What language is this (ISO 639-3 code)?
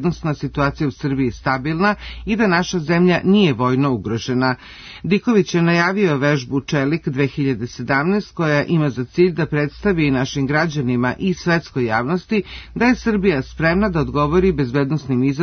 srp